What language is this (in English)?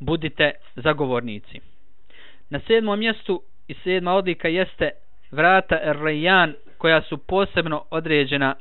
Bosnian